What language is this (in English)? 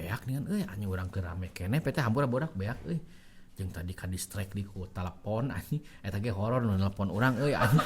Sundanese